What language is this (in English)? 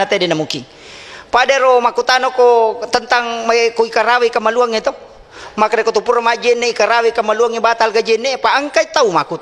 Buginese